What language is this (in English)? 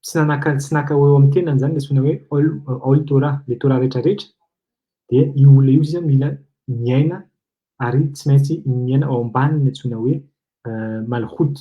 Malagasy